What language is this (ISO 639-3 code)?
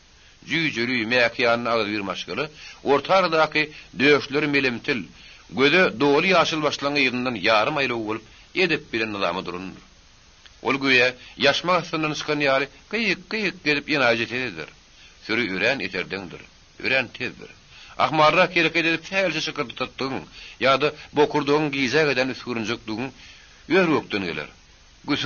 tuk